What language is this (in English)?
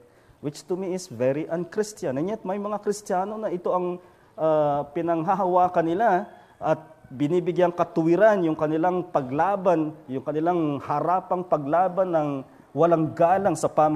Filipino